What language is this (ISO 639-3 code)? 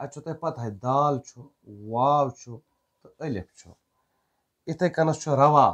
kas